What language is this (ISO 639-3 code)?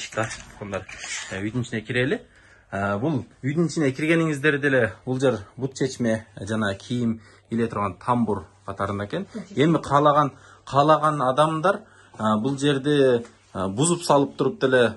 kir